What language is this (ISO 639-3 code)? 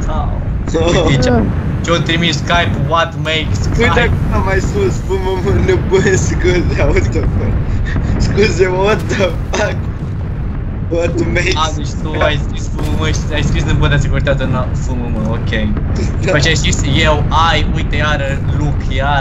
ron